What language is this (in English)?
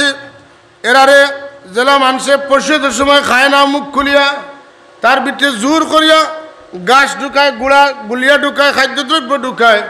Sylheti